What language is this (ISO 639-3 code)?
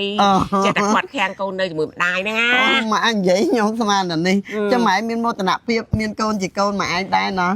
khm